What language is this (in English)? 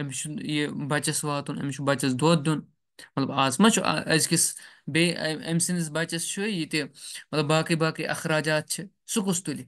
Kashmiri